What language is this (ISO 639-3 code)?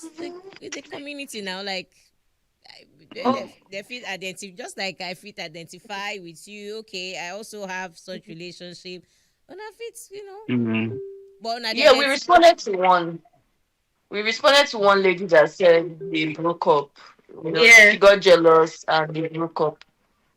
pcm